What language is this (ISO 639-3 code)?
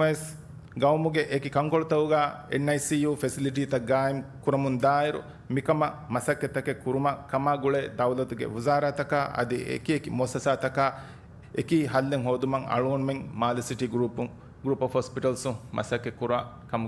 div